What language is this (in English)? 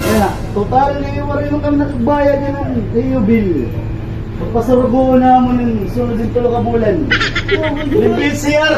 Waray